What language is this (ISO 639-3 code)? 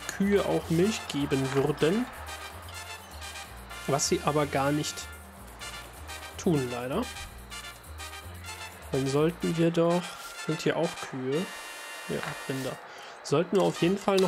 deu